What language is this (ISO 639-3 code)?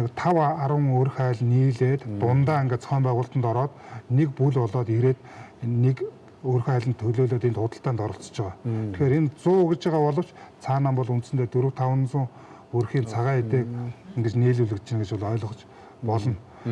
mon